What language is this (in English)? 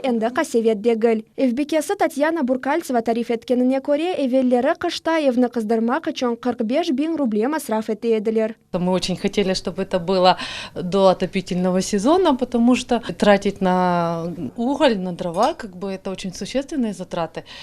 Crimean Tatar